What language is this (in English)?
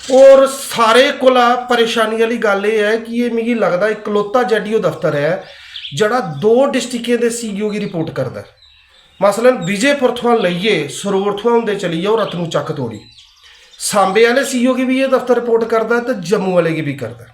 Dogri